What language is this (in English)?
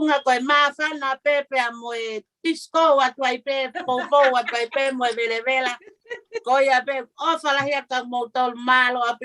Tongan